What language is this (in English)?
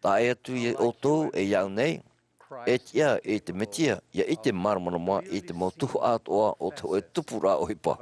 Tahitian